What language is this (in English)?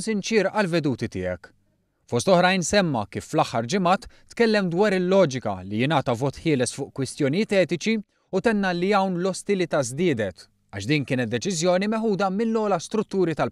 Maltese